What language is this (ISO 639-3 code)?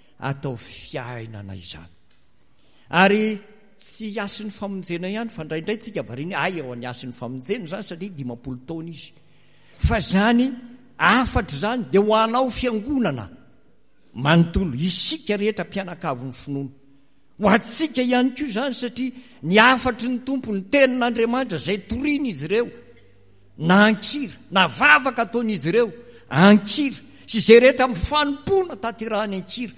mlg